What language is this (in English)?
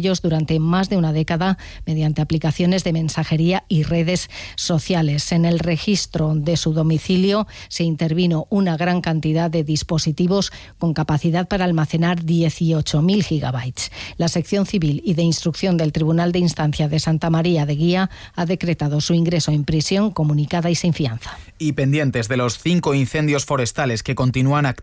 Spanish